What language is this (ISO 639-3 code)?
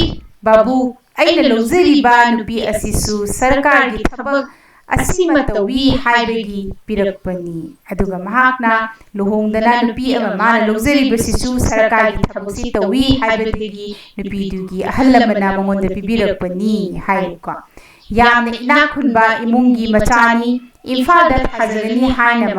mni